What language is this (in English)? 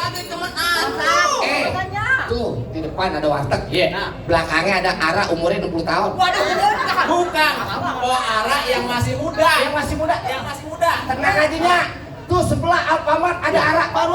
Betawi